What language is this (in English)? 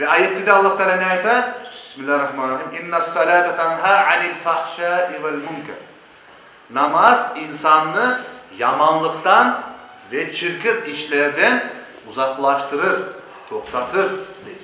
Crimean Tatar